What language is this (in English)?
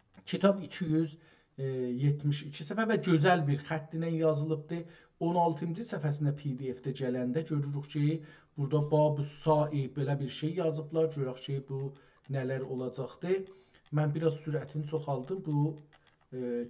South Azerbaijani